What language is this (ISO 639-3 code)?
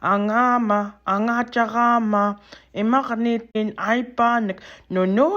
esu